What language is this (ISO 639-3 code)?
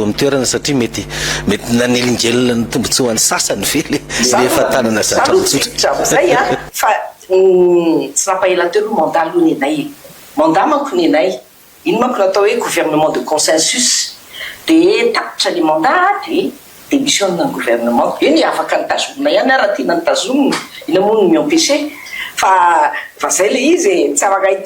mlg